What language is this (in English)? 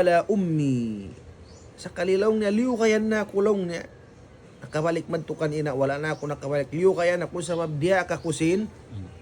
Tausug